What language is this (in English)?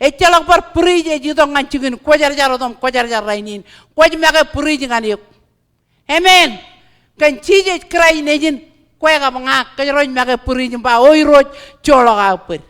Marshallese